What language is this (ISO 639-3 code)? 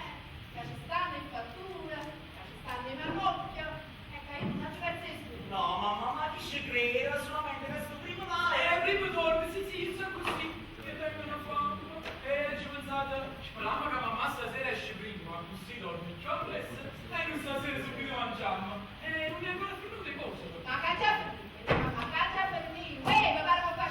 nap